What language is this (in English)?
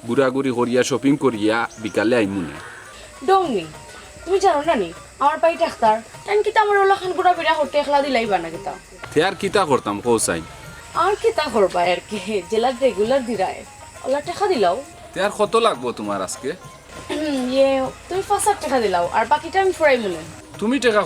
Sylheti